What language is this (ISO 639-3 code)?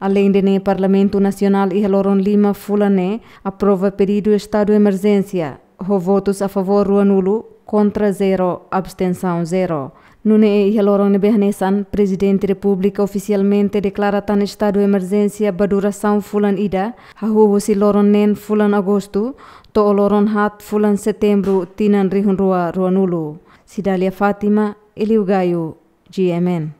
tet